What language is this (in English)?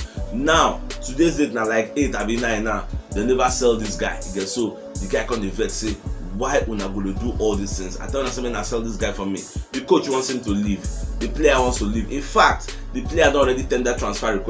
Nigerian Pidgin